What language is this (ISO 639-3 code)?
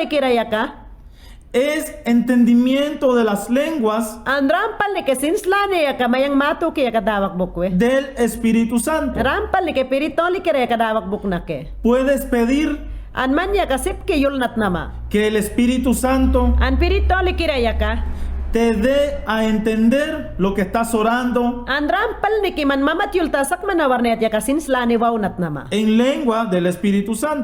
yan